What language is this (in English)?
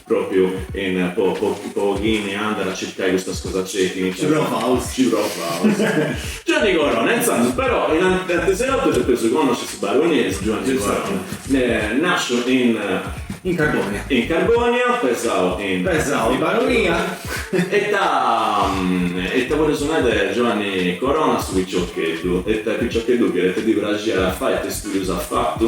Sardinian